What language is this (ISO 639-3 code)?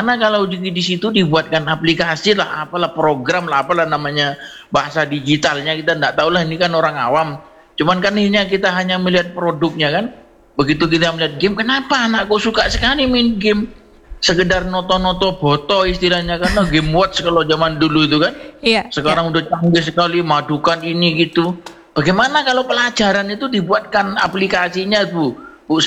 ind